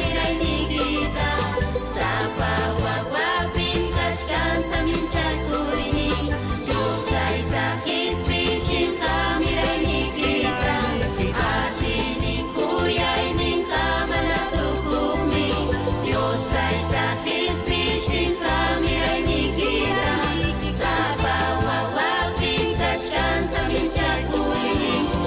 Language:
Ayacucho Quechua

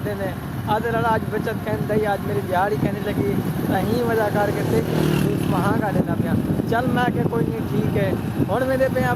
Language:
Saraiki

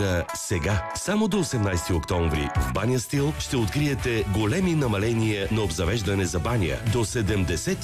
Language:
Bulgarian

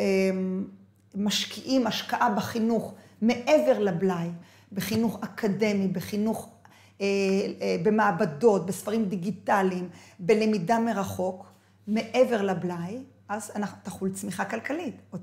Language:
Hebrew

